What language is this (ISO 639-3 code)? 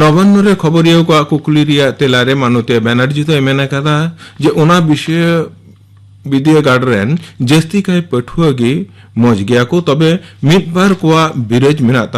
sat